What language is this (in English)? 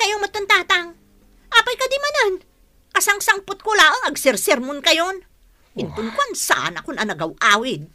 Iloko